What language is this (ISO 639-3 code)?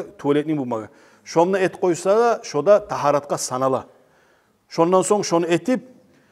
kum